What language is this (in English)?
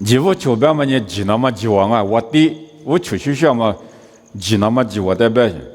Lisu